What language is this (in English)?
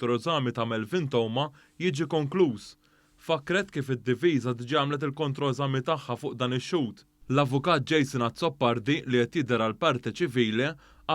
Maltese